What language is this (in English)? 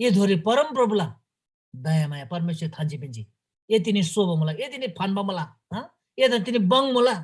Eastern Tamang